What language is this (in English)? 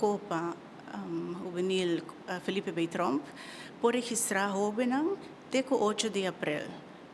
Papiamento